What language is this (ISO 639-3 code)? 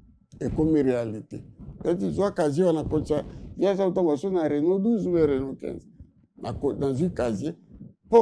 lin